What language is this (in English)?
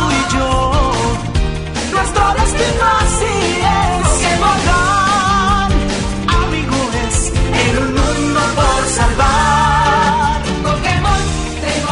Spanish